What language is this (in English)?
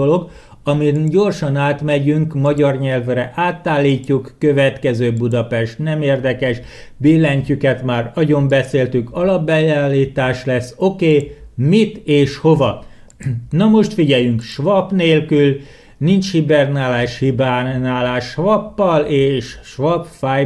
Hungarian